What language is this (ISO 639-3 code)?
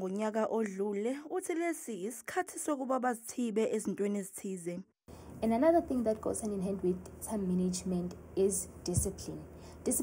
zul